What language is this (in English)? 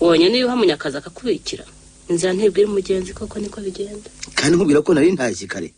Kinyarwanda